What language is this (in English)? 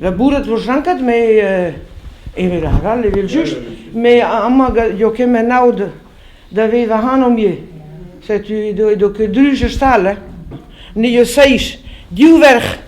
Breton